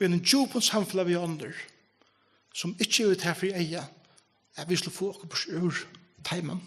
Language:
Faroese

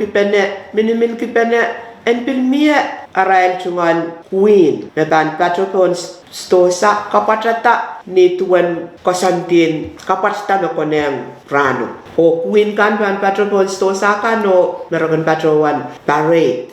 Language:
Pohnpeian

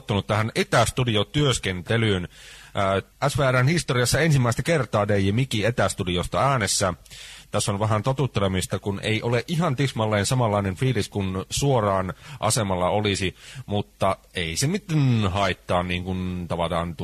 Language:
Finnish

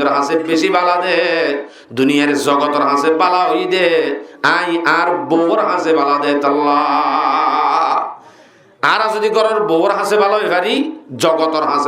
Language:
Rohingya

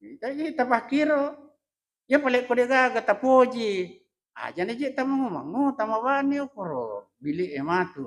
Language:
Buginese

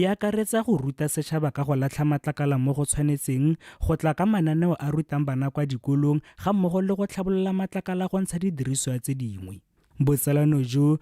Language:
Tswana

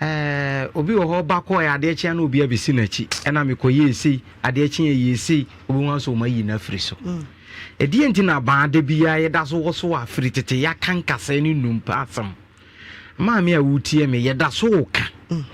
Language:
Akan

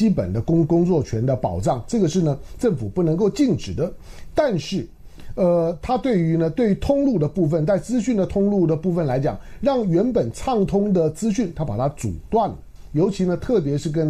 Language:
Chinese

